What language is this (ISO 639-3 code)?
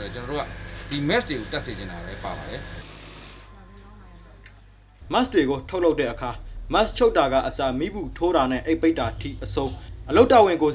mya